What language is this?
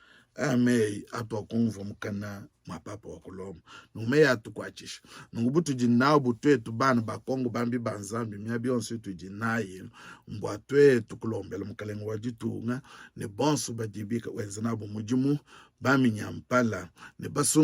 Luba-Lulua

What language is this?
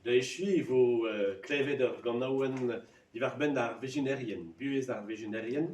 Breton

